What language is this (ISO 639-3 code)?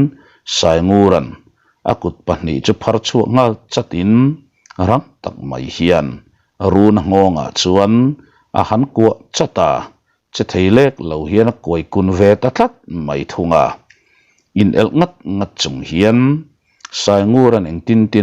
lus